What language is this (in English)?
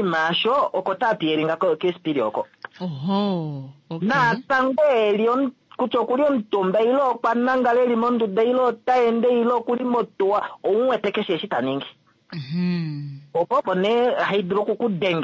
Kuanyama